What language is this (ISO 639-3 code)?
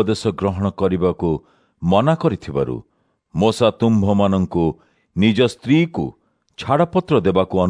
ori